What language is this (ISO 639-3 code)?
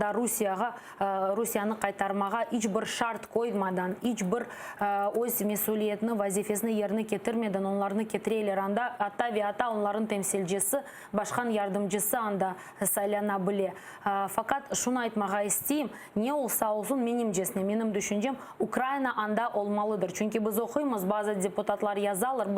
crh